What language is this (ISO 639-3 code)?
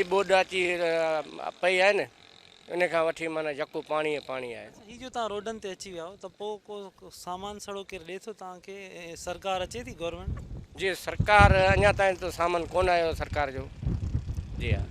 snd